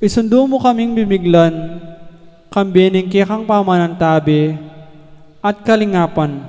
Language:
Pampanga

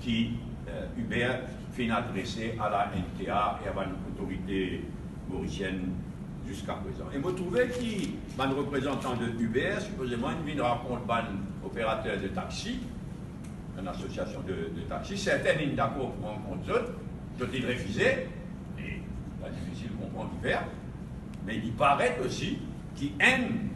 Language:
Morisyen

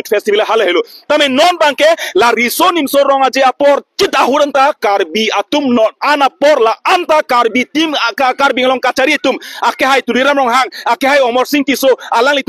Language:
Karbi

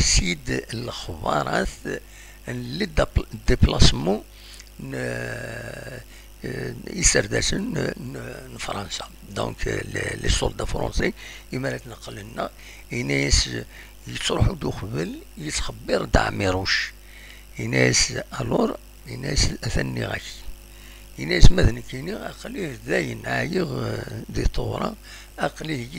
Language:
Kabyle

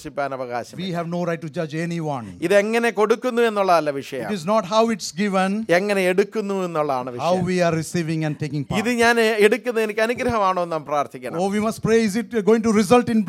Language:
Malayalam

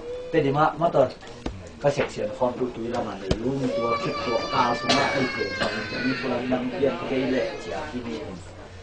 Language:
Tedim Chin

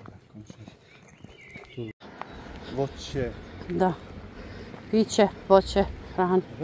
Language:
Croatian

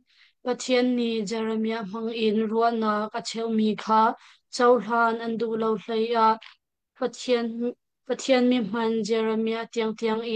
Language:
Hakha Chin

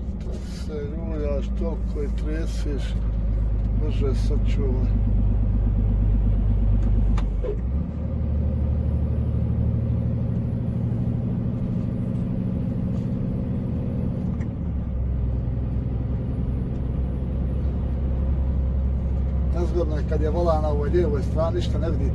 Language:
Croatian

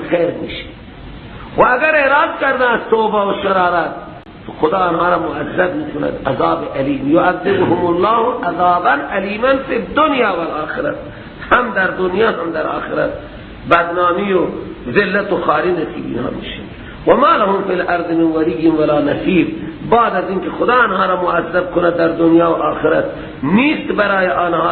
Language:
Persian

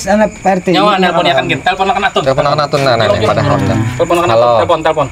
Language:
Banjar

